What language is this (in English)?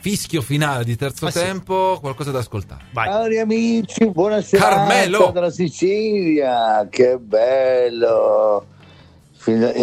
Italian